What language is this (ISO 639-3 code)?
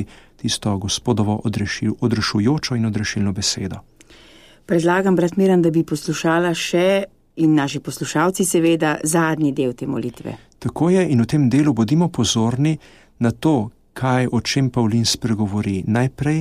slv